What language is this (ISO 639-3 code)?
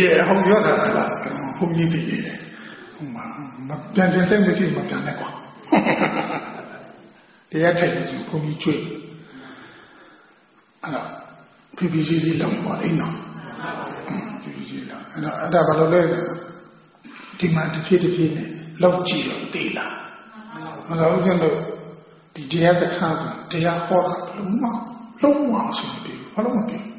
mya